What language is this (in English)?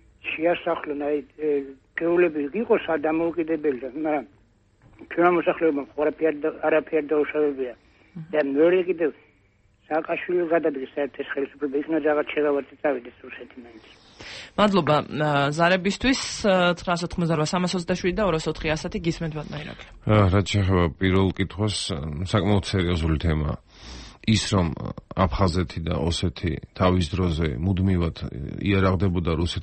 Georgian